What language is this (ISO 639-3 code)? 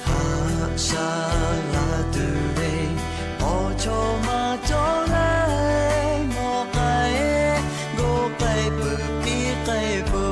lhu